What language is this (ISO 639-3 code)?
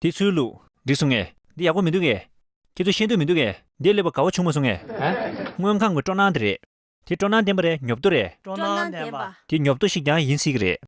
bod